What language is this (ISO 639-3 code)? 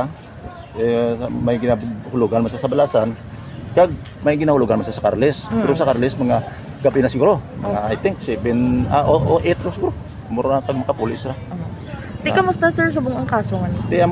hil